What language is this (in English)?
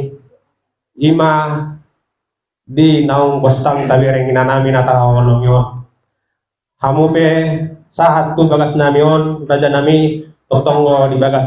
Batak Toba